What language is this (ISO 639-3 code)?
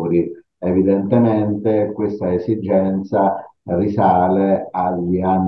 ita